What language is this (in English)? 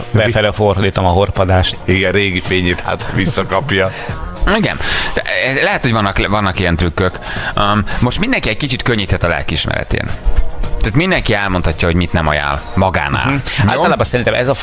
Hungarian